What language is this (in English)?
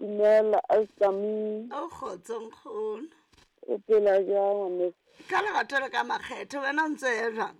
Southern Sotho